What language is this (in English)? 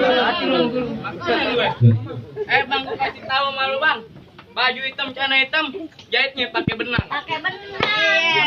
Betawi